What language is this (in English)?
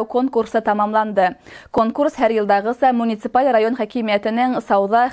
Bashkir